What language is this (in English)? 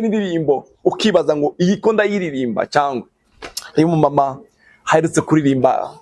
Rundi